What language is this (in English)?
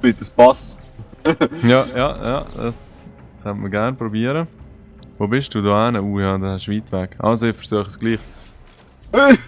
Swiss German